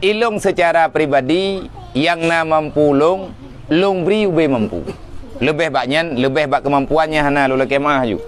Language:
Achinese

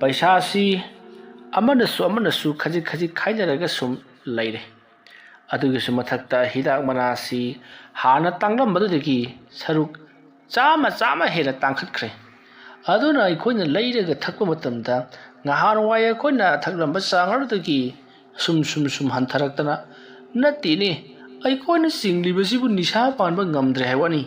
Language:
Manipuri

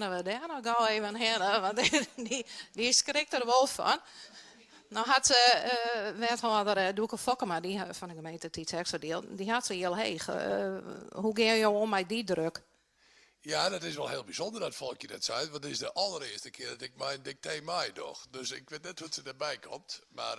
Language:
Western Frisian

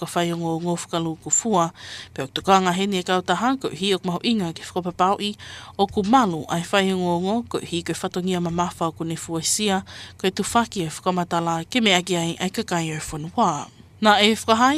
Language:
Tongan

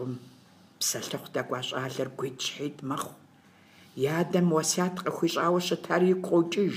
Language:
Kabardian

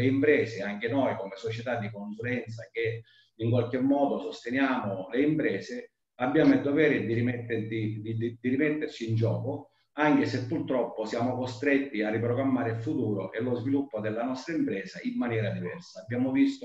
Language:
Italian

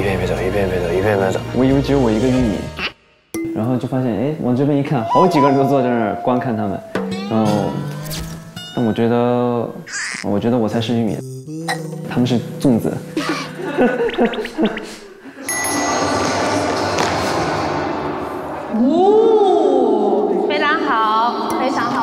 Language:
Chinese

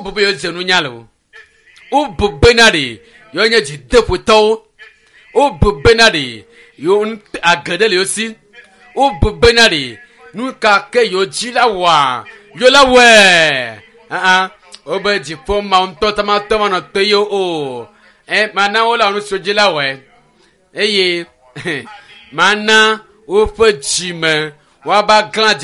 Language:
Ewe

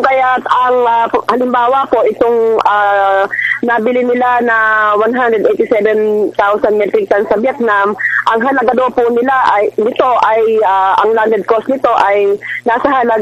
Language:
Filipino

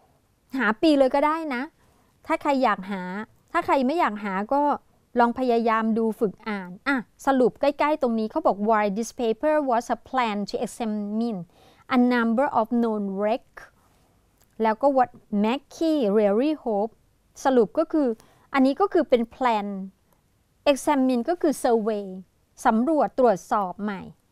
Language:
Thai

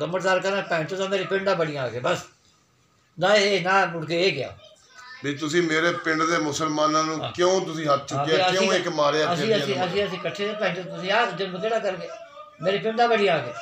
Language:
Punjabi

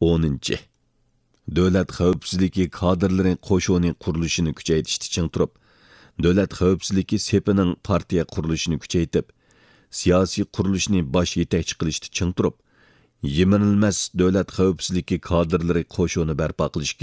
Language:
Uyghur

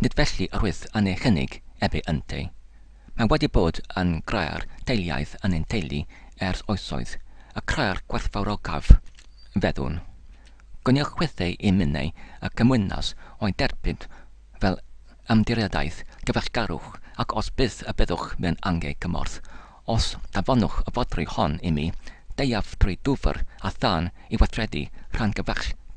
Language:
Welsh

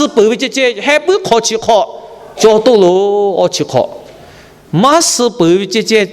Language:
Lahu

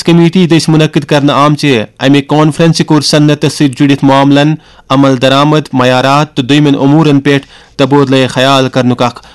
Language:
Kashmiri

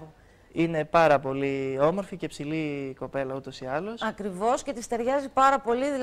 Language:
Greek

